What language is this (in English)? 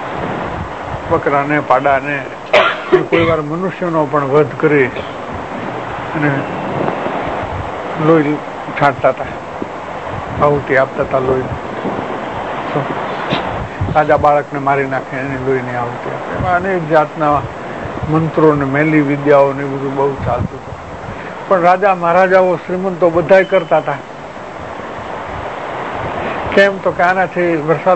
Gujarati